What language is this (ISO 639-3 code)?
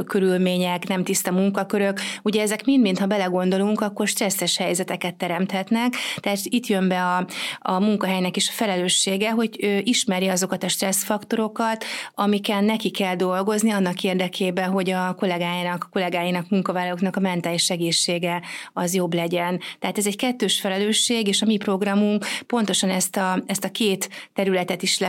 hun